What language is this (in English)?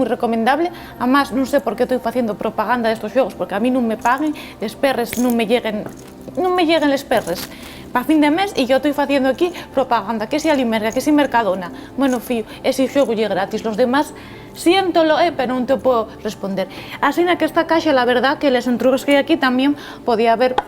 Asturian